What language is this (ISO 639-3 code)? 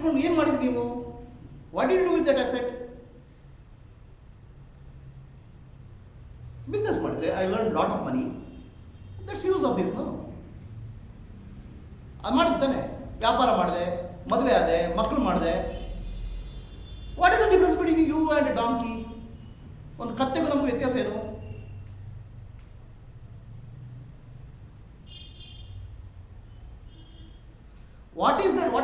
kan